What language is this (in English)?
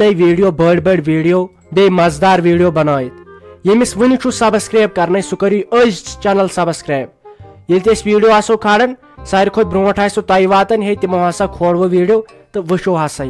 Kashmiri